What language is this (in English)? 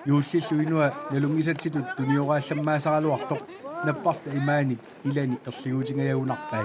Kalaallisut